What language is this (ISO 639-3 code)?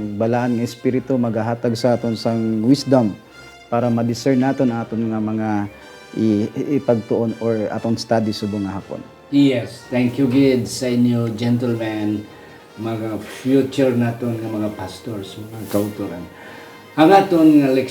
hil